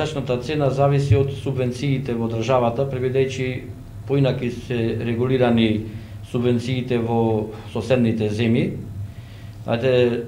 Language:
Macedonian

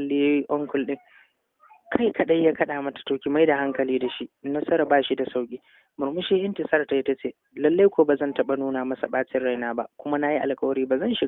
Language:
Hausa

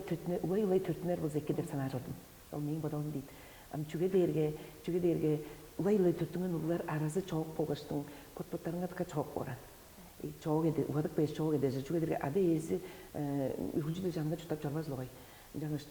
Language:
Tuvinian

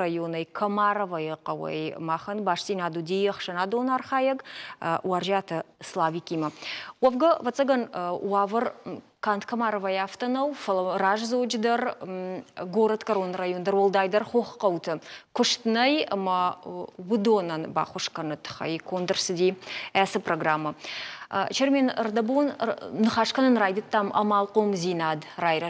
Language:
Ossetic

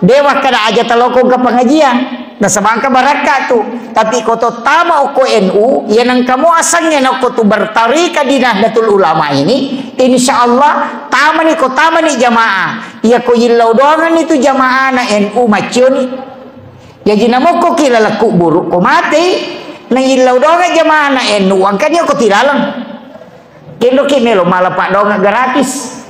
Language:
Buginese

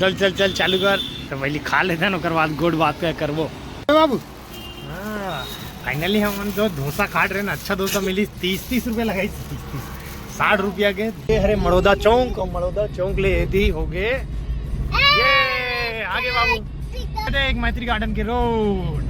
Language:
Chhattisgarhi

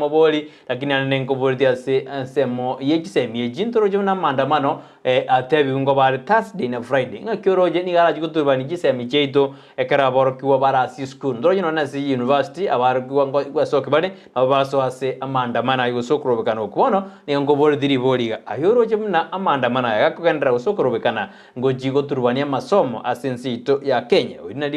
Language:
Gusii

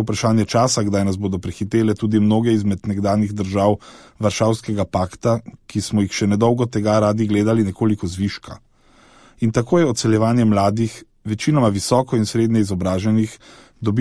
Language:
Slovenian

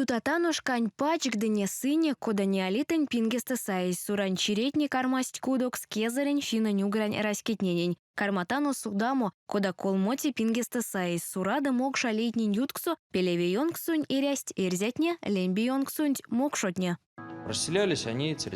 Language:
Erzya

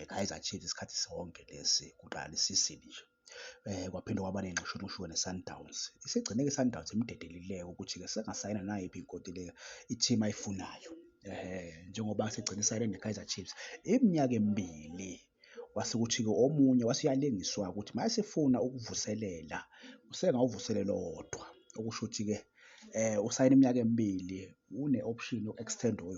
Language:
Zulu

